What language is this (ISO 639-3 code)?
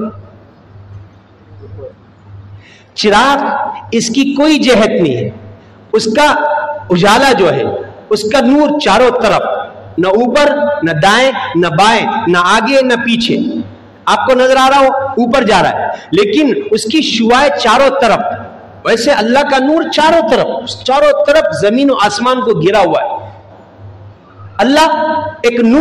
urd